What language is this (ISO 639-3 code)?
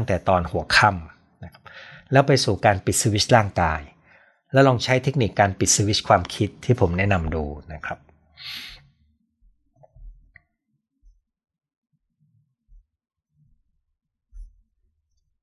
tha